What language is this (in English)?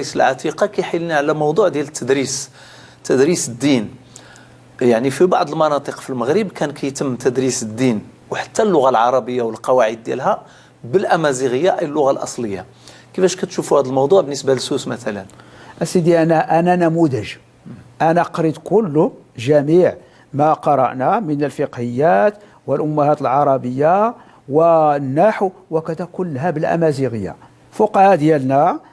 Moroccan Arabic